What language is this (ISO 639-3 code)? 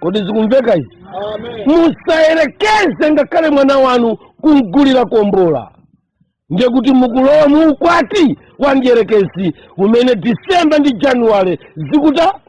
nya